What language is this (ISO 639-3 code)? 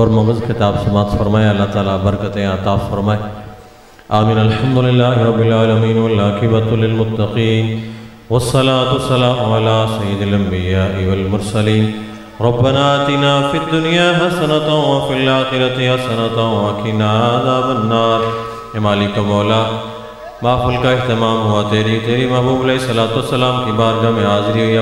urd